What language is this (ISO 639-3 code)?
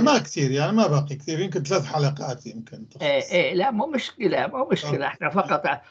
apc